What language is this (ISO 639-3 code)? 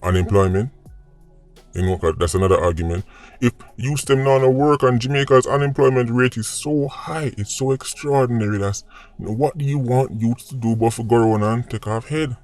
jam